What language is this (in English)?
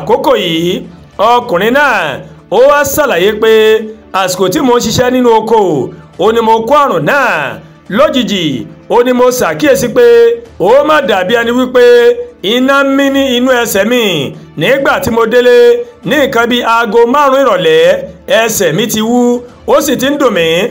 Yoruba